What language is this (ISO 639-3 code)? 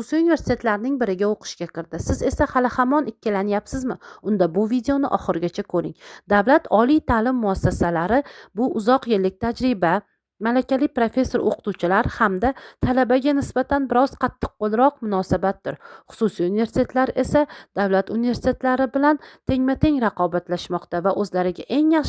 uzb